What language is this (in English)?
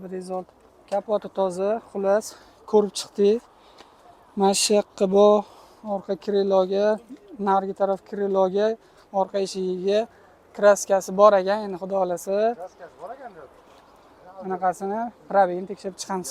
Uzbek